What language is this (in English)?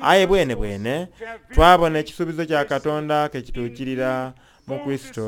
Soga